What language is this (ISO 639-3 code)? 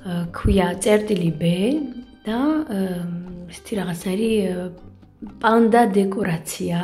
kat